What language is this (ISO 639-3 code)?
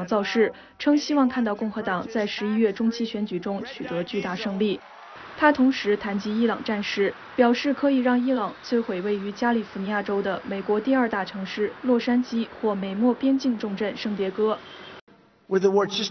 zho